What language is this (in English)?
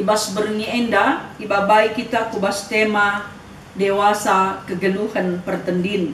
Batak Karo